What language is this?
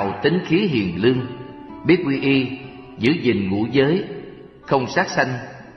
Vietnamese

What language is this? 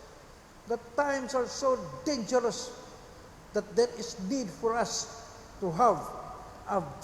Cebuano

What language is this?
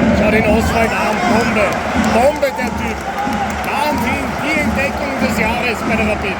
Bavarian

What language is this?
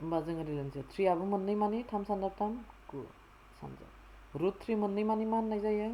Bodo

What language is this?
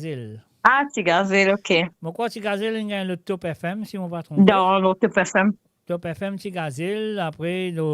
Morisyen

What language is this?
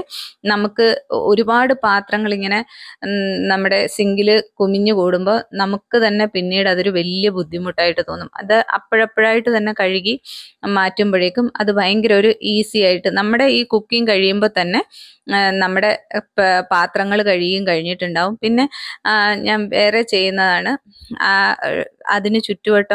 Malayalam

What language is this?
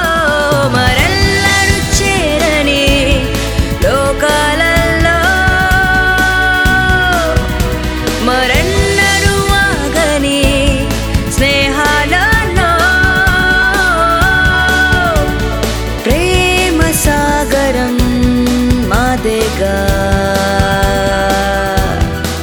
Telugu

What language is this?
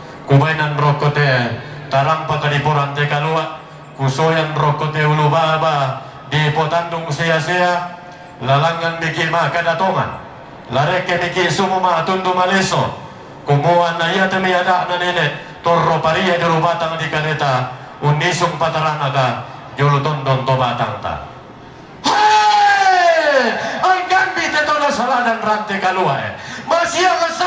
Toraja-Sa'dan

